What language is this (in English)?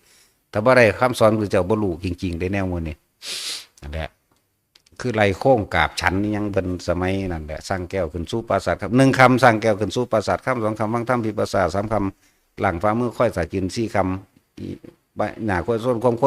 Northeastern Thai